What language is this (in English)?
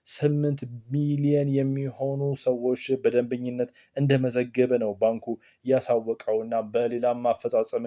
Amharic